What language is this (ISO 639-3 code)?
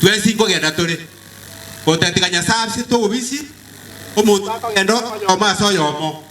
guz